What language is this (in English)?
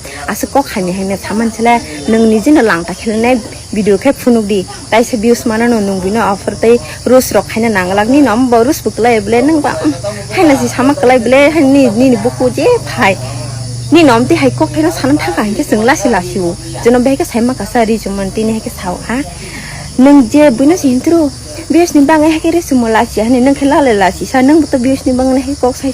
Kok Borok